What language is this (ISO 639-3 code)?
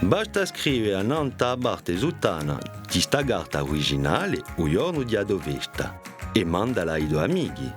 cos